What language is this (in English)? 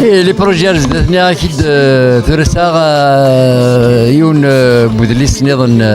Kabyle